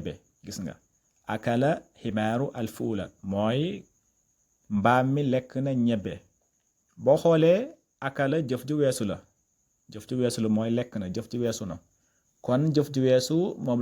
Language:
Wolof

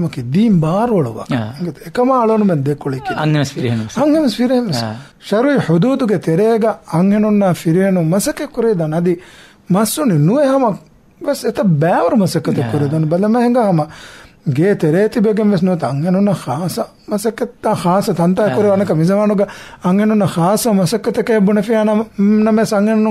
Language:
Divehi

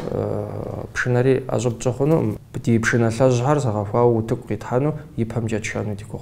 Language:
Kabardian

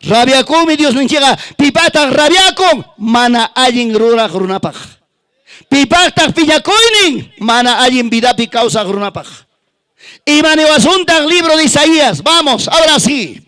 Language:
Ayacucho Quechua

